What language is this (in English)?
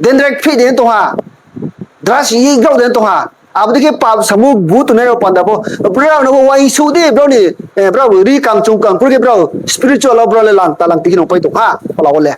Riang (India)